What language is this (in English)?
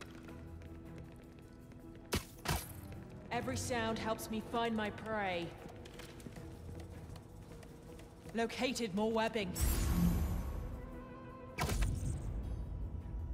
English